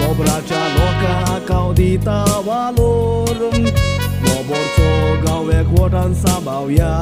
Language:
Konkani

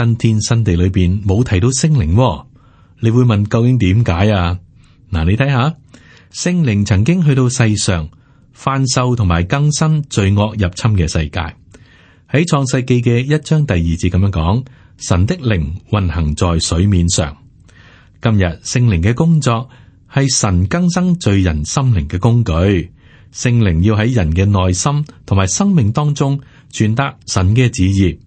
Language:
Cantonese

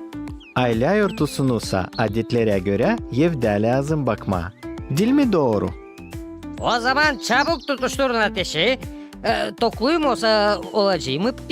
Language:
Gagauz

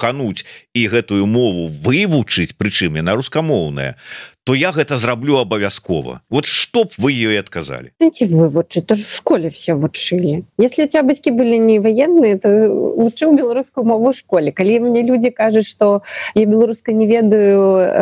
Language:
Belarusian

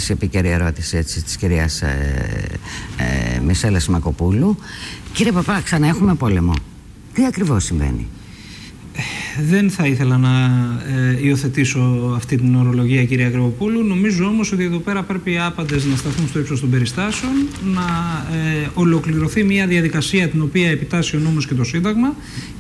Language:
Greek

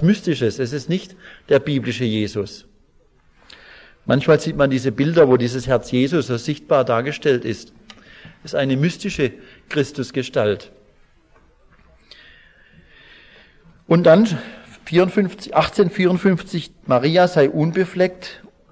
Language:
German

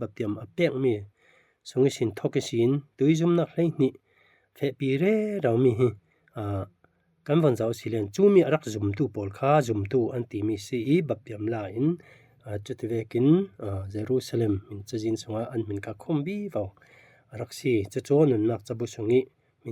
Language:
Falam Chin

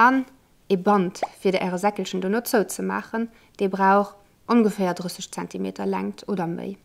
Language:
Luxembourgish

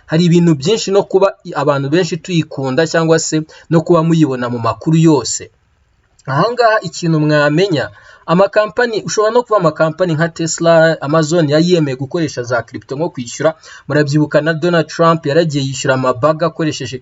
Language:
Kinyarwanda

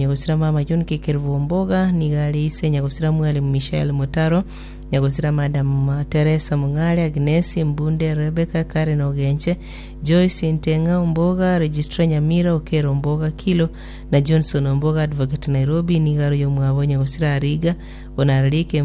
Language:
Gusii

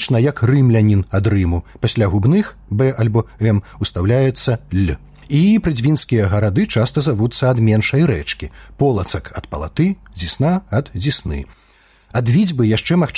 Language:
Belarusian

